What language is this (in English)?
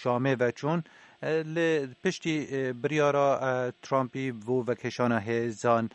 Kurdish